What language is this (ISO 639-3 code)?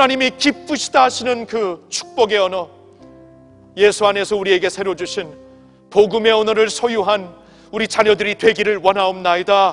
kor